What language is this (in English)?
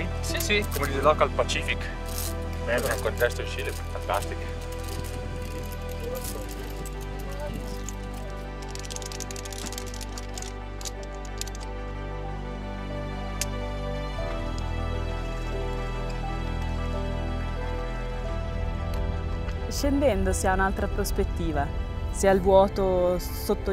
Italian